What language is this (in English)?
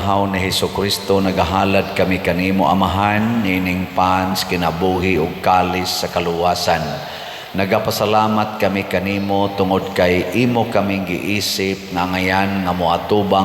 Cebuano